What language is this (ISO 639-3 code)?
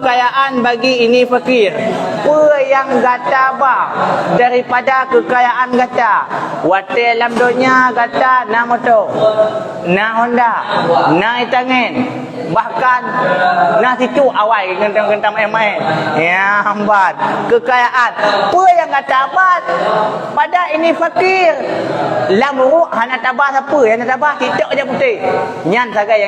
ace